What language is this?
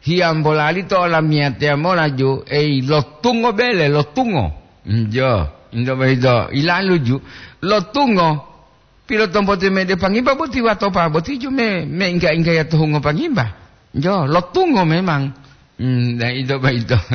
Gorontalo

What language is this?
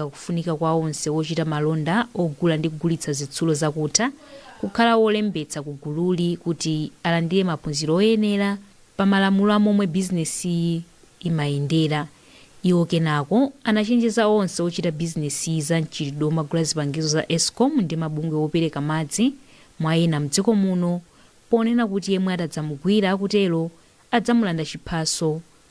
Nyanja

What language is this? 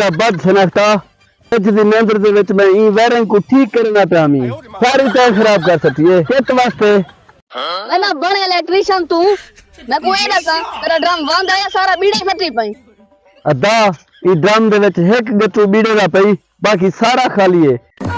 Saraiki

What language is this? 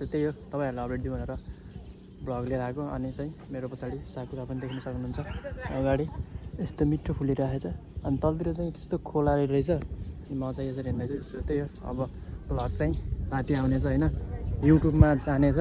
Nepali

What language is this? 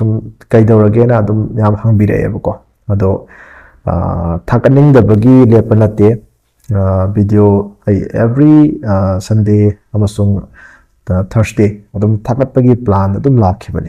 Manipuri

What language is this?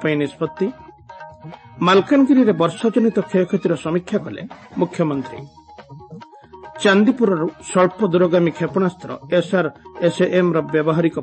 Odia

